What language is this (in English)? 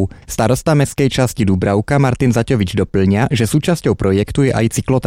Slovak